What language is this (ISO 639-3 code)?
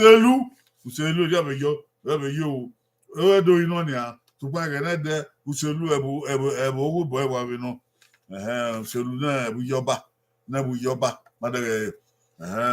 bin